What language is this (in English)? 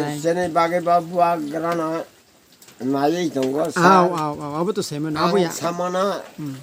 Kok Borok